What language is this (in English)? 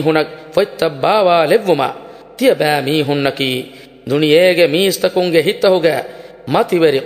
Divehi